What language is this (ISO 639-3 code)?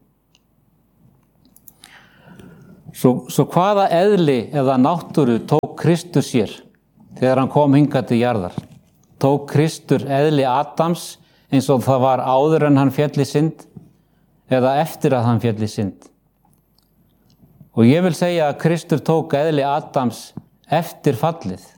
isl